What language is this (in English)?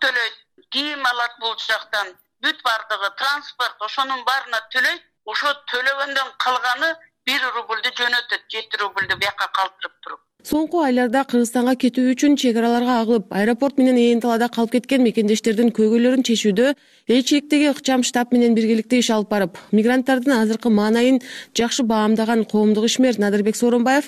Kyrgyz